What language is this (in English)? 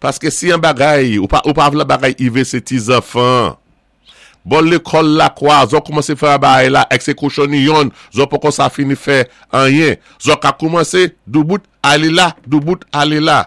Saint Lucian Creole French